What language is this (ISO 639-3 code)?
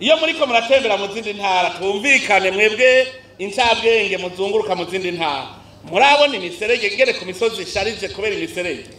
run